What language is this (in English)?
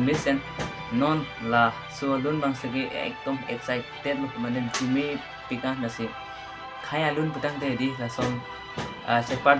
Karbi